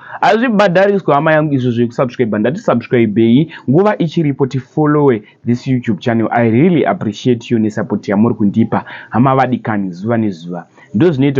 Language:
Shona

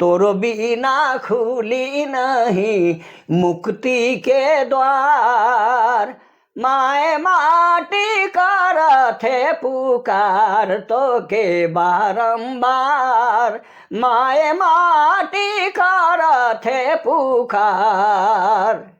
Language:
Sadri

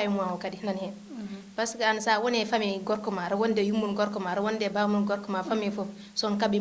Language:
Fula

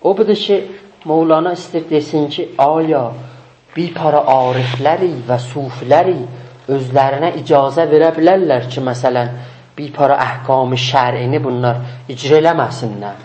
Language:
South Azerbaijani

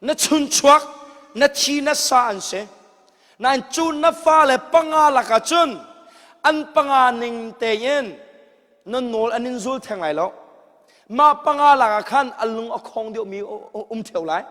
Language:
Hakha Chin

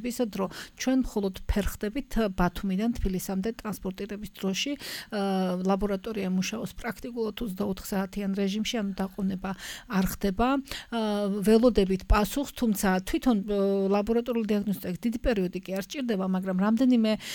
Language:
Georgian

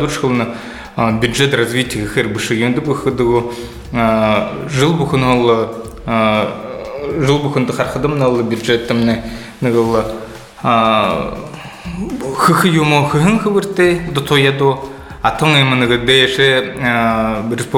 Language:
Buriat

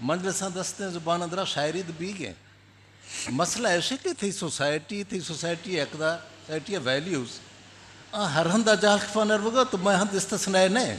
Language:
Eastern Balochi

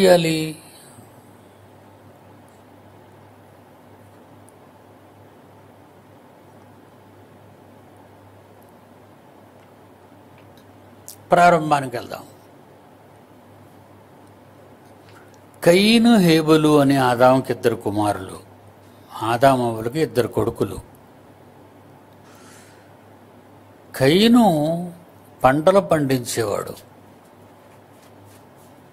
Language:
Telugu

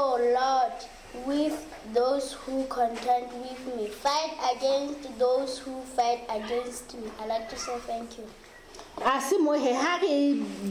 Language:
Southern Sotho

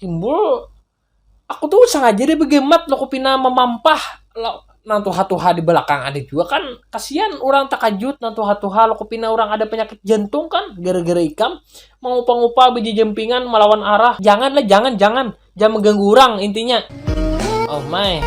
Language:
Banjar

